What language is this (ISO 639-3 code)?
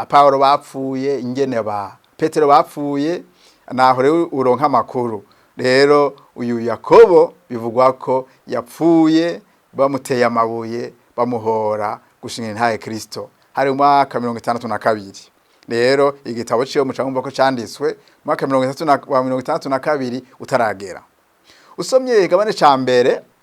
run